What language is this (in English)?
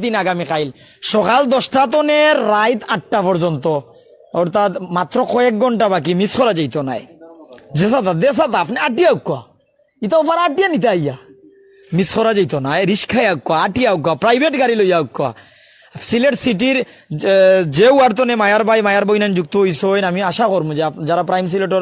Sylheti